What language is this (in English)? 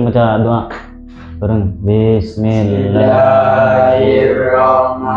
Madurese